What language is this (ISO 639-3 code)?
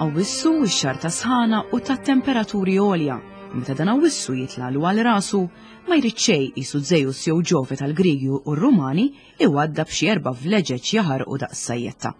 mlt